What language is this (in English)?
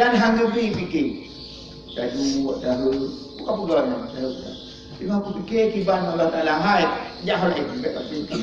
Achinese